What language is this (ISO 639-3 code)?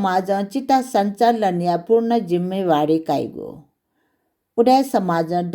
new